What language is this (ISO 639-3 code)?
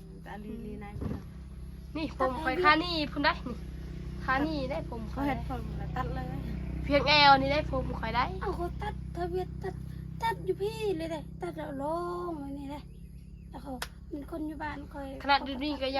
tts